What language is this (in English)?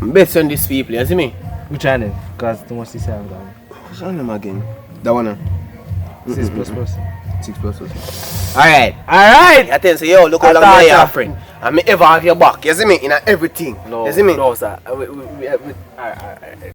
Jamaican Creole English